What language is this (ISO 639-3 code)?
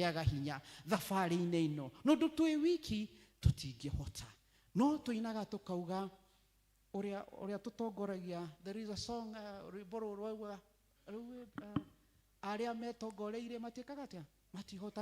kik